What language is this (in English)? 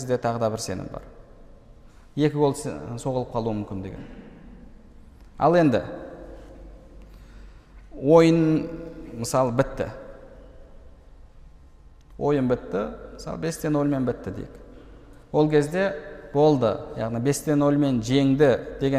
Kazakh